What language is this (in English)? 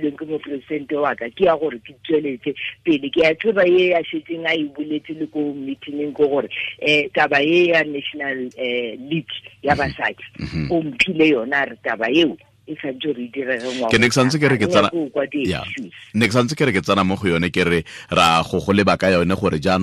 Tswana